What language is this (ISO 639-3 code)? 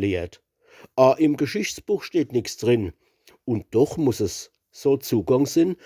pfl